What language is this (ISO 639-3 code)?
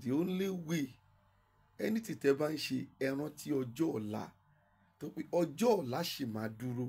yor